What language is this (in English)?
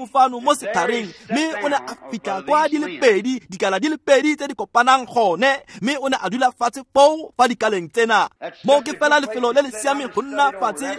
Tswana